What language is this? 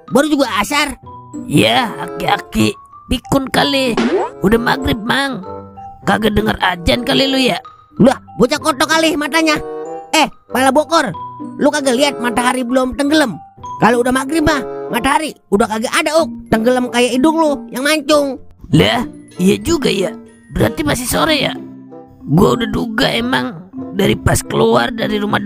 Betawi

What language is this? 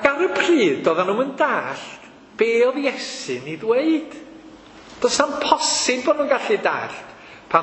Welsh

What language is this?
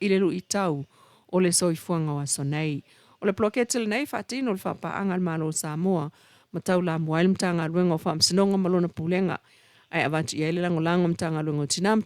Samoan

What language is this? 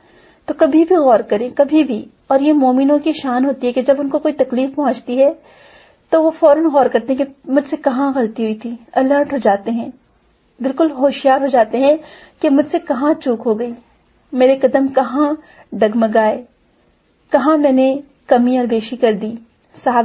Urdu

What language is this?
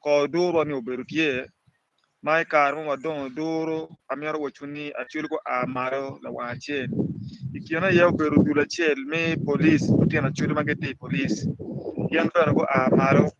Acoli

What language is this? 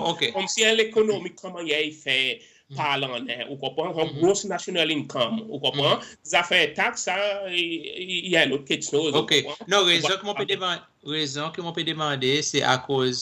Seselwa Creole French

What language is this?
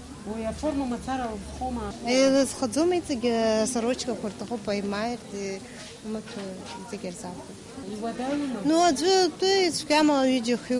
Abkhazian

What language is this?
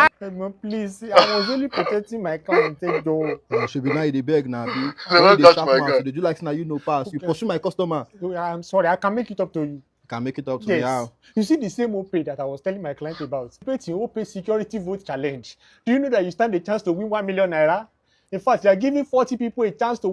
Nigerian Pidgin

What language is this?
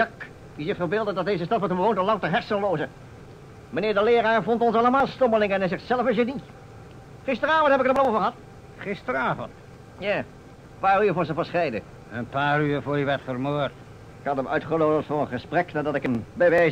Dutch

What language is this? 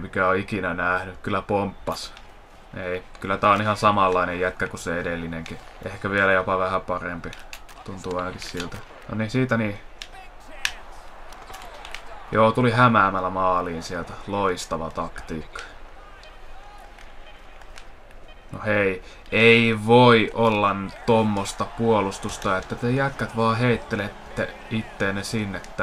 Finnish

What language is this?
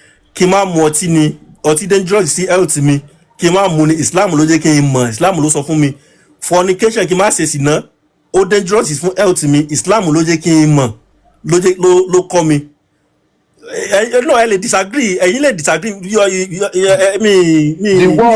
Yoruba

